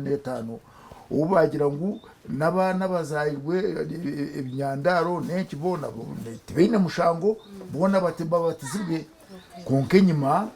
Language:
Nyankole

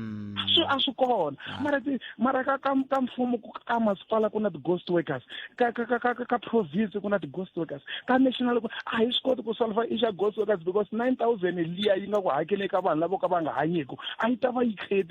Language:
Tsonga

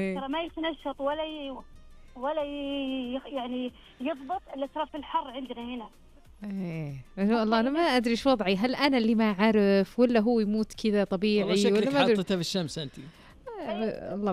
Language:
Najdi Arabic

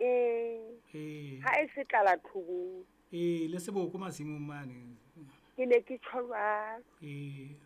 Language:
Southern Sotho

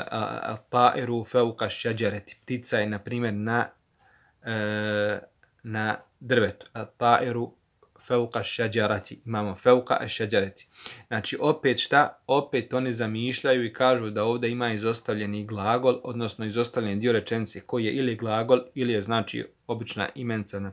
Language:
Bosnian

